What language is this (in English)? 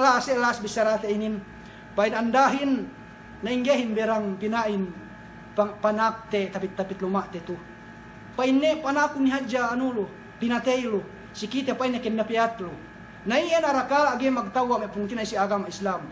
Yakan